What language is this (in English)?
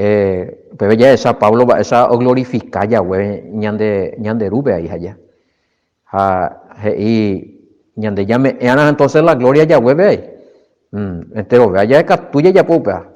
Guarani